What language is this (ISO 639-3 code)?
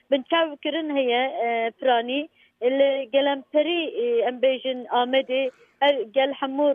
kur